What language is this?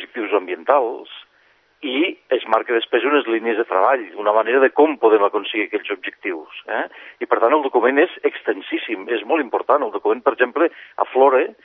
Catalan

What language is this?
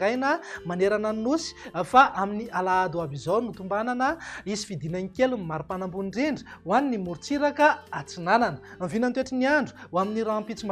Malagasy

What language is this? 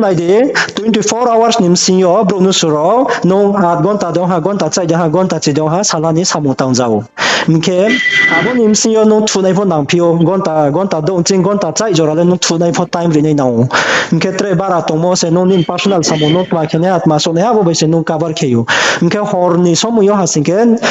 Riang (India)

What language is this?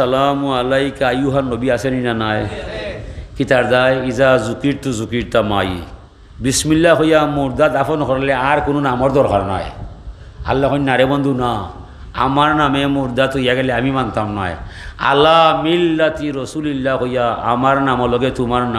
Sylheti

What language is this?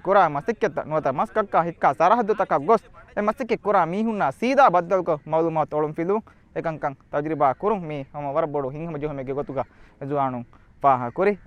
Divehi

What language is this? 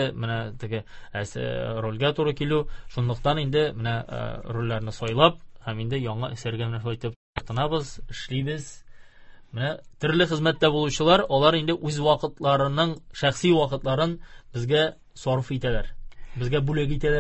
Tatar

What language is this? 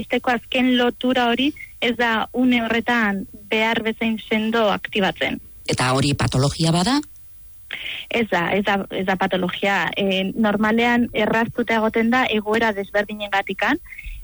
Basque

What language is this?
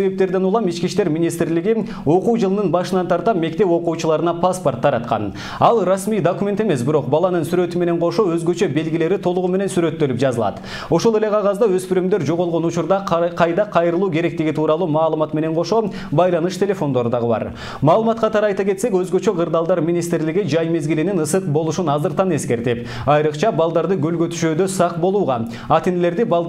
Kyrgyz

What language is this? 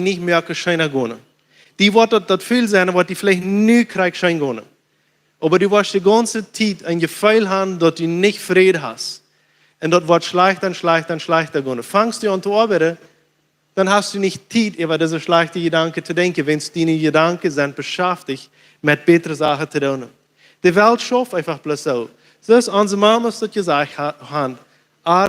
Plautdietsch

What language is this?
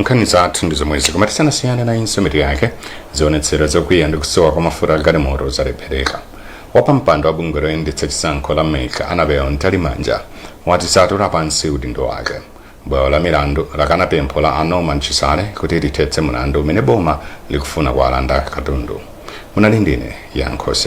Nyanja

